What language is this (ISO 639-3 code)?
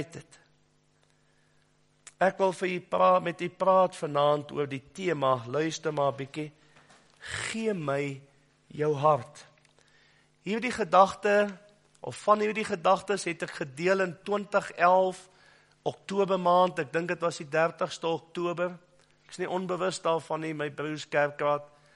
afr